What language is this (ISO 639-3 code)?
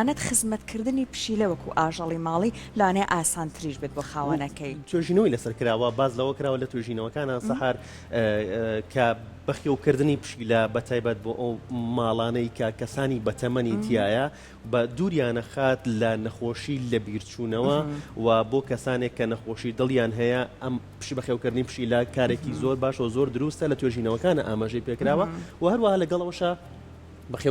ckb